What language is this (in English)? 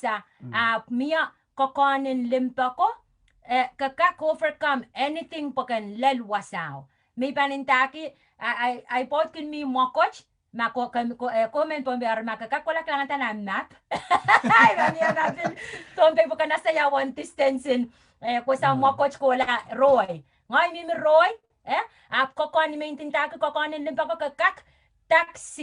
Pohnpeian